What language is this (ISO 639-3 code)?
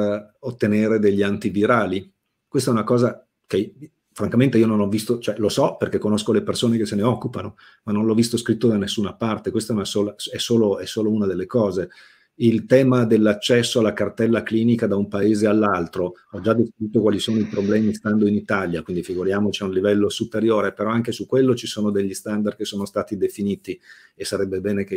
ita